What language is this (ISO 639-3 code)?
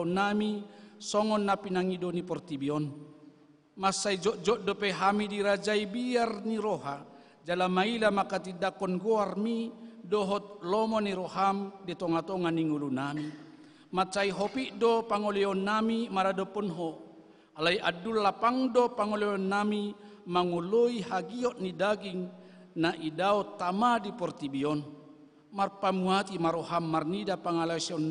bbc